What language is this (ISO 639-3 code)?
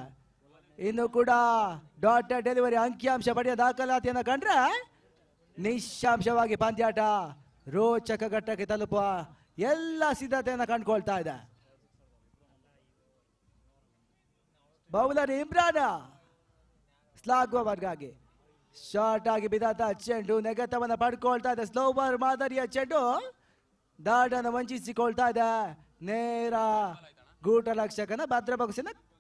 kan